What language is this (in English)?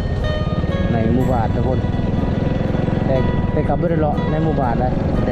Lao